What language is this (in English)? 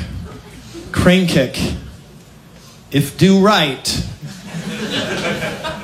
English